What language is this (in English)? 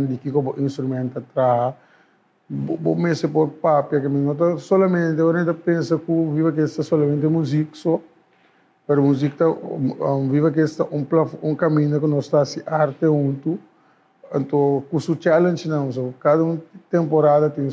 Papiamento